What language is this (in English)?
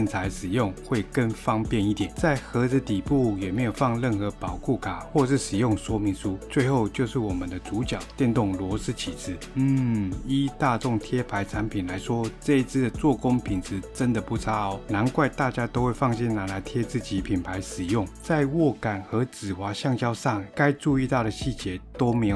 Chinese